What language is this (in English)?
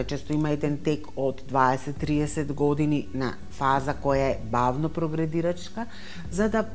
Macedonian